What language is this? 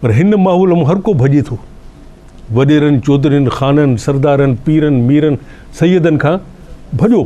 Sindhi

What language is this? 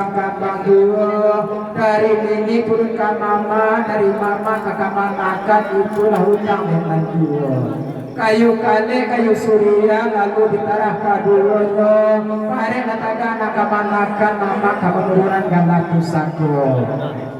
Minangkabau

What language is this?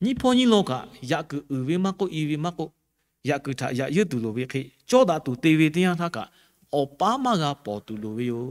Lahu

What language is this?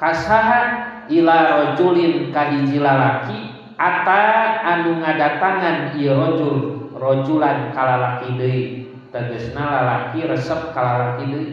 Sundanese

